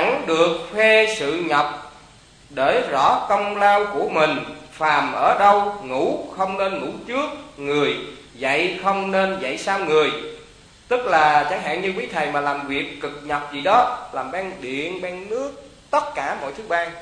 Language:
Vietnamese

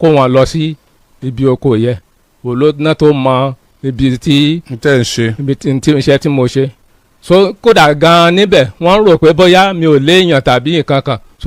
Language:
Yoruba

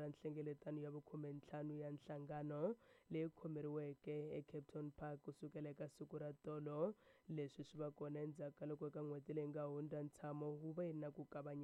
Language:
Tsonga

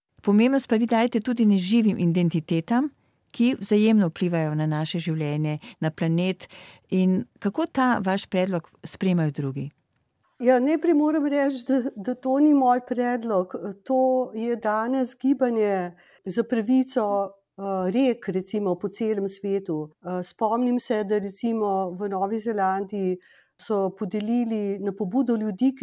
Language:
Slovenian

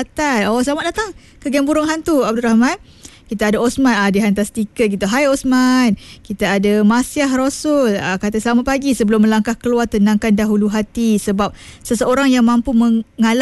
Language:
Malay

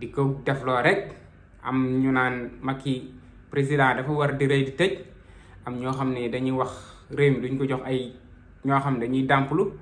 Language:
Wolof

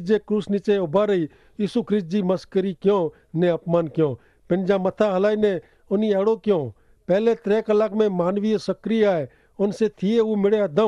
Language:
Kachhi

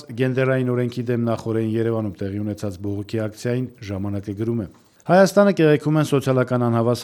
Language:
Armenian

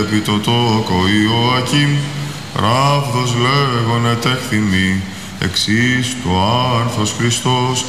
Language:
Greek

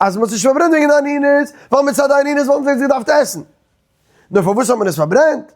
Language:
Yiddish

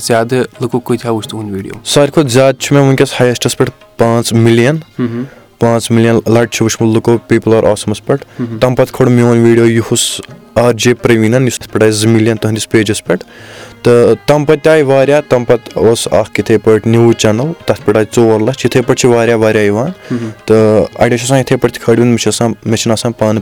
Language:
Kashmiri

